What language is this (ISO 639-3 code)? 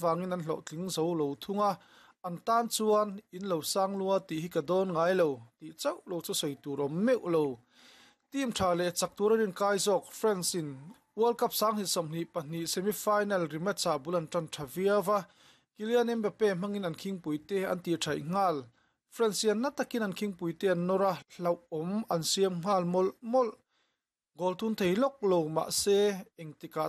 lus